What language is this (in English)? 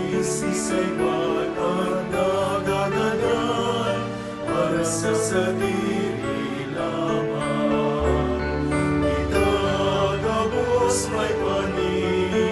Bikol